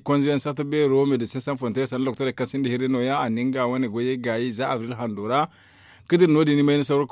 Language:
Zarma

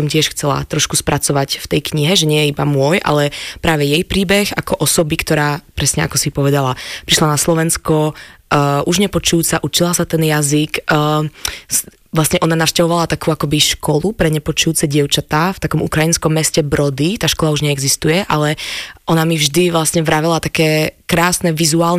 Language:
Slovak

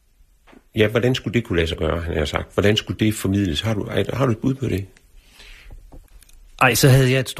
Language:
Danish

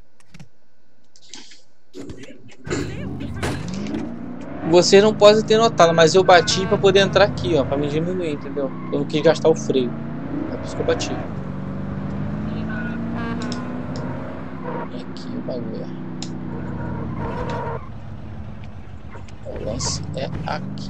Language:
Portuguese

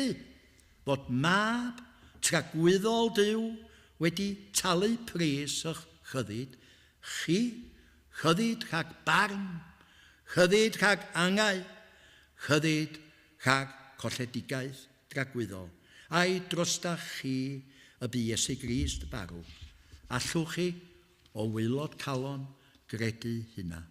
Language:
Welsh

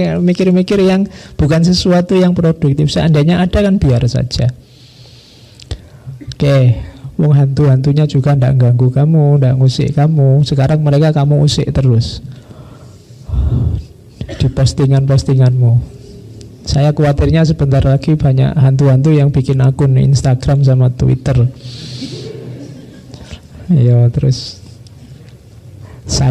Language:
Indonesian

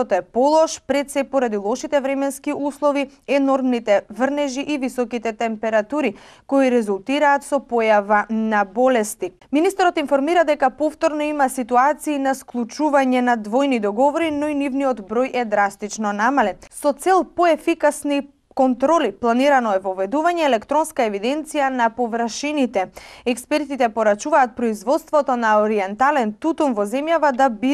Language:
Macedonian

